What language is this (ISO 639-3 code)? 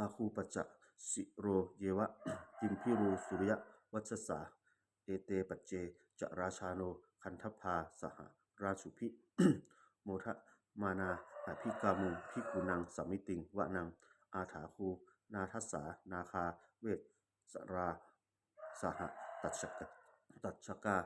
pli